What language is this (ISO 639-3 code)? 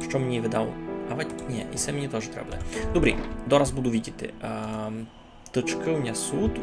rue